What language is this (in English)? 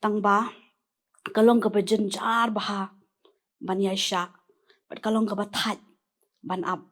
Khasi